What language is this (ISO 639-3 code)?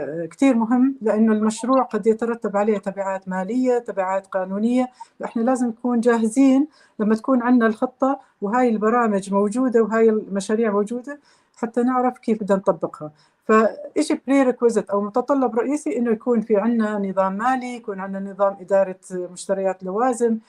apc